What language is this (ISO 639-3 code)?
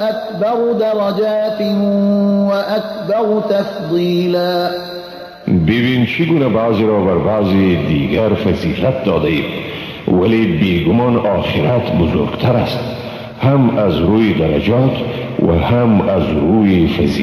fas